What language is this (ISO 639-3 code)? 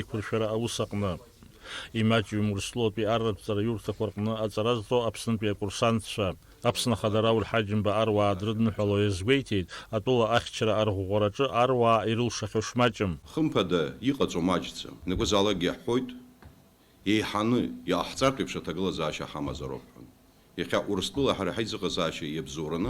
abk